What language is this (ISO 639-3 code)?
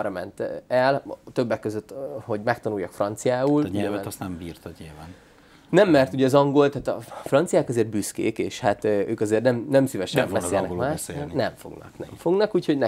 hun